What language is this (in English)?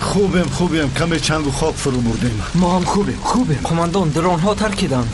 Tajik